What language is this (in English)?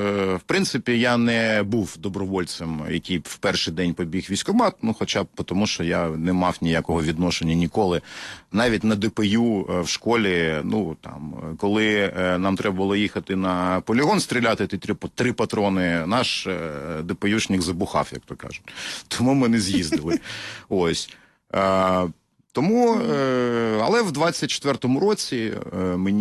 Ukrainian